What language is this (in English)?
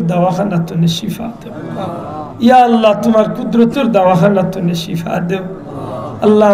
Sylheti